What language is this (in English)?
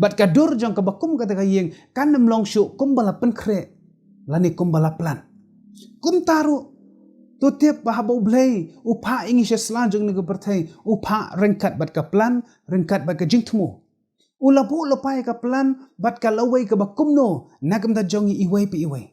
Khasi